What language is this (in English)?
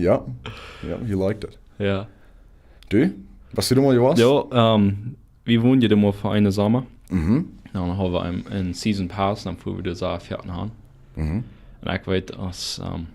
Plautdietsch